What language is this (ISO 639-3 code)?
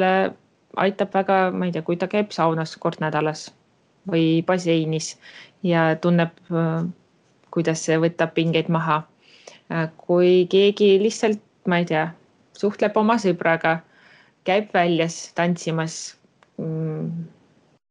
est